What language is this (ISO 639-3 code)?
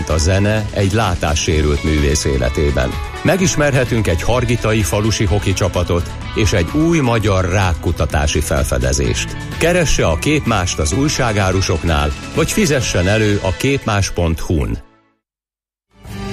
hun